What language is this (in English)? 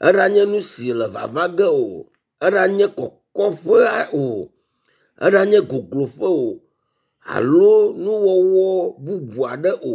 Ewe